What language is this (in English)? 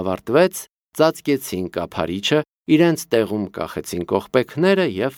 Armenian